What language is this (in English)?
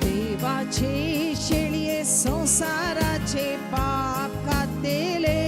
Konkani